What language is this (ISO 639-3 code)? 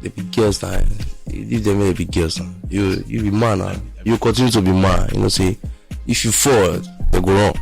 pcm